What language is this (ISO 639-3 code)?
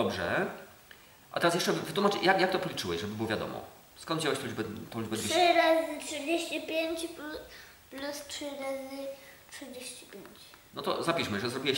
pol